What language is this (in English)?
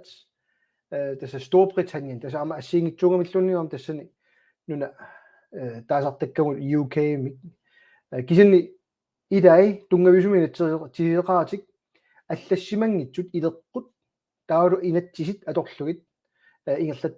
Kalaallisut